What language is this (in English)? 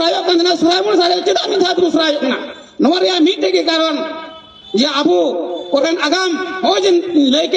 Santali